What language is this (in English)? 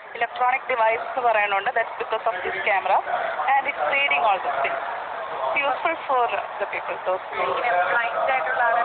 Malayalam